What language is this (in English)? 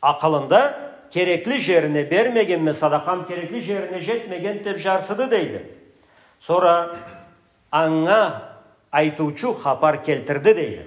Karachay-Balkar